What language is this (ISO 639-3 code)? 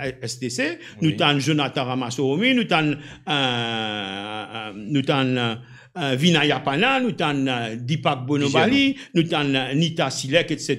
mfe